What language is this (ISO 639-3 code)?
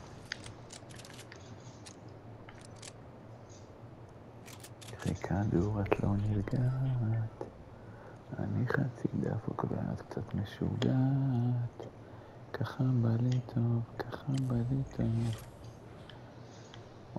heb